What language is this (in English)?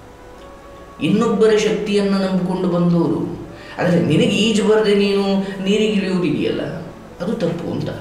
Kannada